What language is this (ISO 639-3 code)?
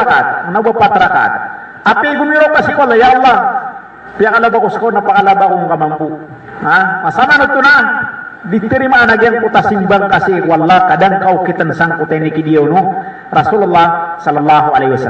mrw